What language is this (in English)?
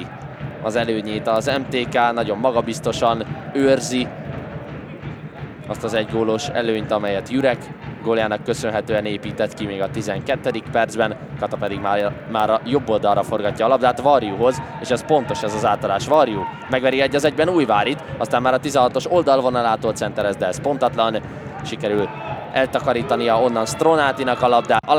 Hungarian